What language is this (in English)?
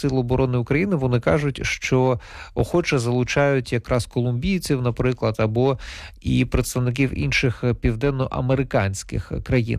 Ukrainian